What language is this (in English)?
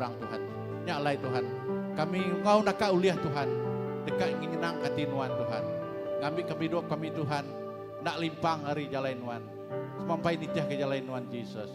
Iban